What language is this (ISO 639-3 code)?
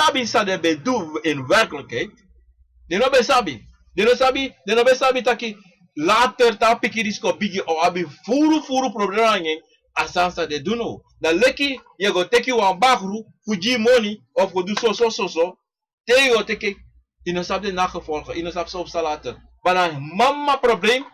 srn